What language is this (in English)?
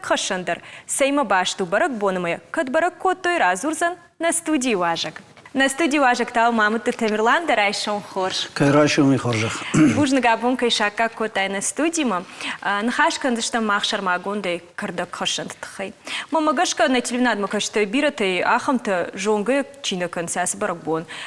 Ossetic